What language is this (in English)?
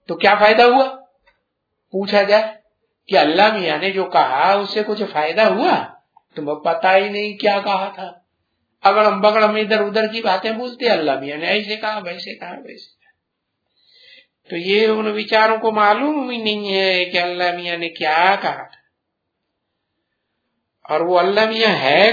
Hindi